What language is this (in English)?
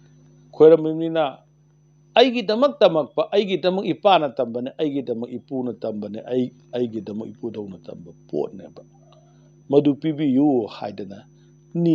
Manipuri